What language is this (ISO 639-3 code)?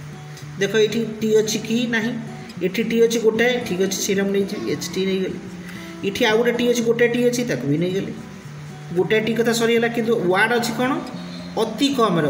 ori